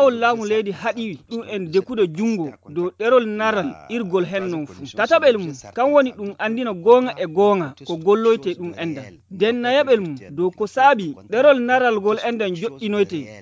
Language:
Nigerian Fulfulde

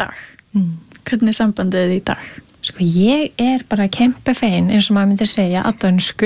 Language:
Icelandic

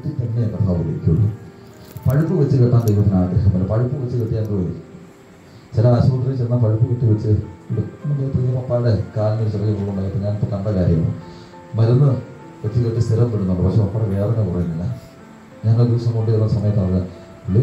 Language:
Malayalam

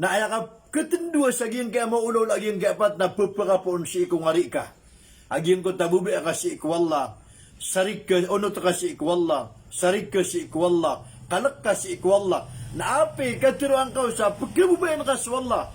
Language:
Maranao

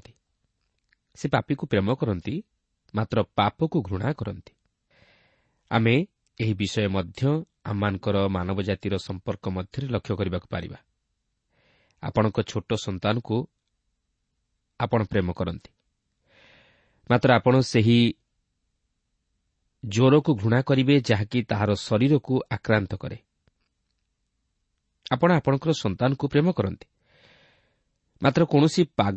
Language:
Odia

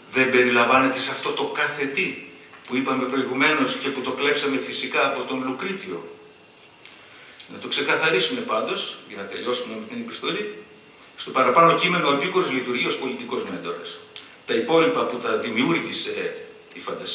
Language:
Greek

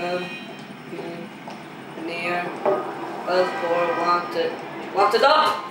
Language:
Faroese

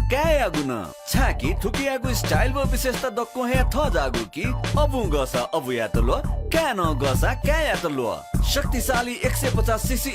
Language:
Newari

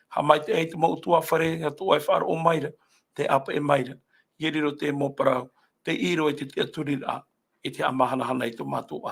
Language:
Tahitian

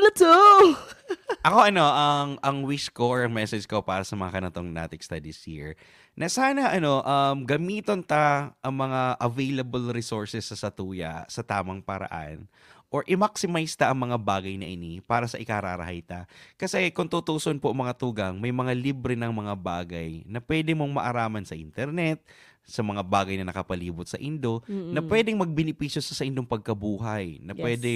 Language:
Bikol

